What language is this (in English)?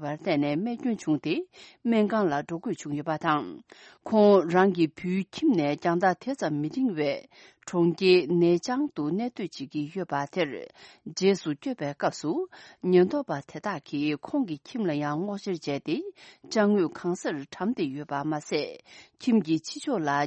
Tibetan